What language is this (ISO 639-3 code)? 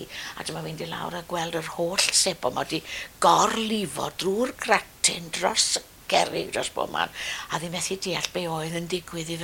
cym